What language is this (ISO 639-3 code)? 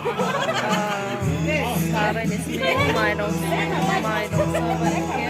trp